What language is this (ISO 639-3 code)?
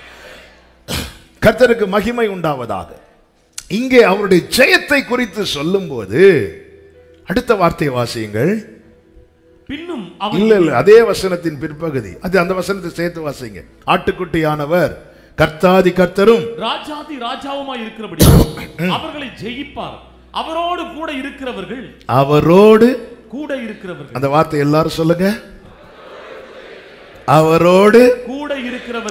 tam